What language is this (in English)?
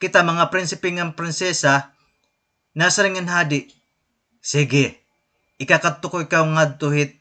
Waray